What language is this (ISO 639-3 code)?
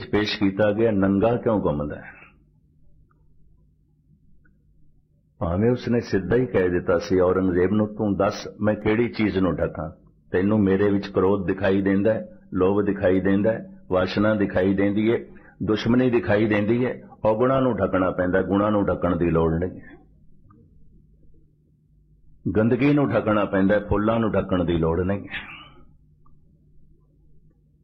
pan